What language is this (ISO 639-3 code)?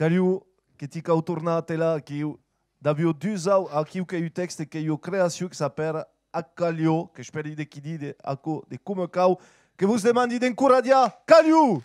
oci